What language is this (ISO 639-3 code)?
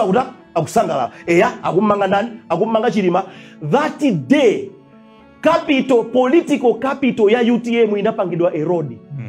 nya